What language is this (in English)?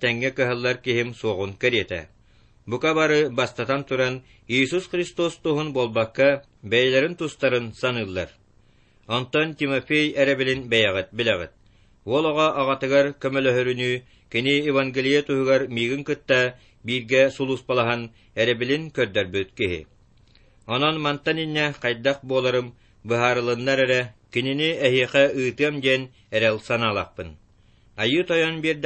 Yakut